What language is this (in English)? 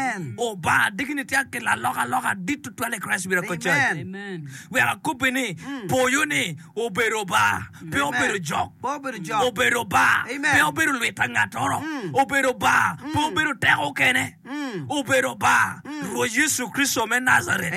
Acoli